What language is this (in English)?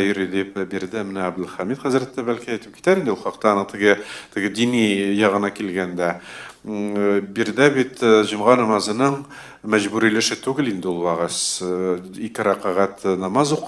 Tatar